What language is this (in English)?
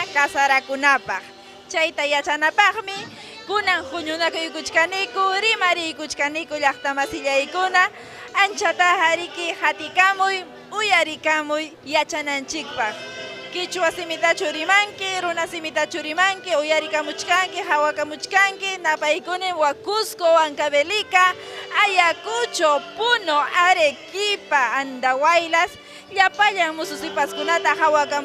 Ayacucho Quechua